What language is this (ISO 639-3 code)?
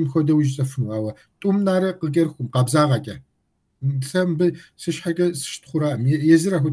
kbd